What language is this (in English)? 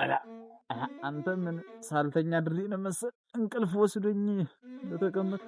Amharic